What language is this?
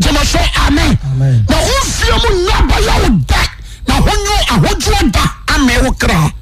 Akan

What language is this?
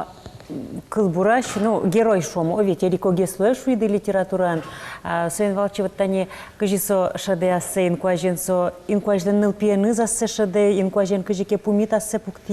Udmurt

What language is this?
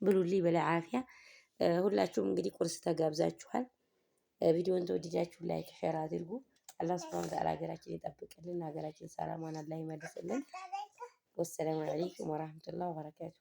Amharic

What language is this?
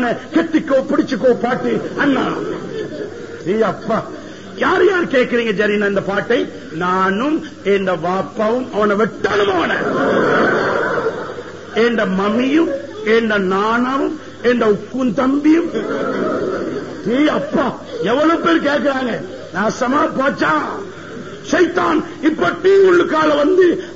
Tamil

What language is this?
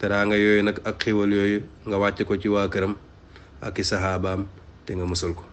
Wolof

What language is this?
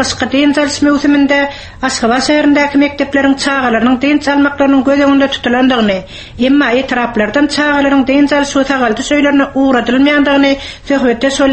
Turkmen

